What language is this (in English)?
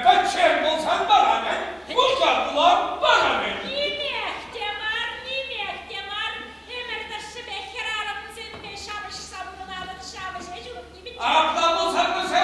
Chuvash